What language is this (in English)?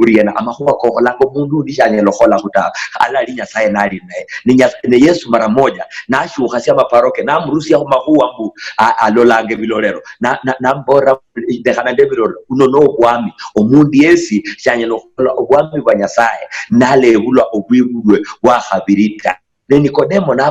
Luyia